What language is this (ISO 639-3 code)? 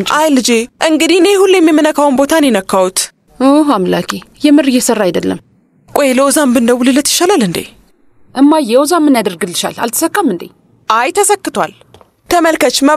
amh